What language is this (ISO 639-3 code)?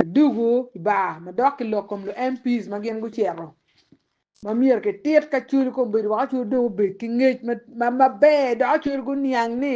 ach